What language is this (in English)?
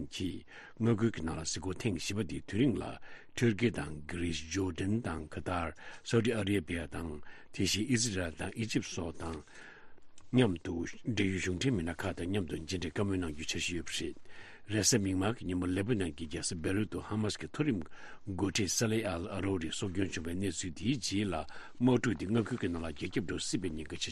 Tibetan